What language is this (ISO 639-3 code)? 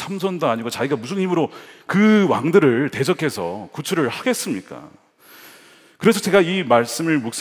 kor